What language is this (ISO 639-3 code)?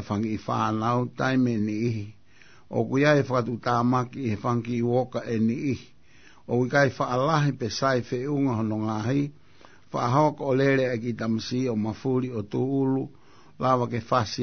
ton